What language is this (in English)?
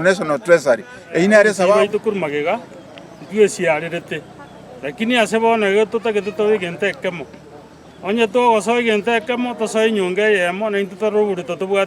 Gusii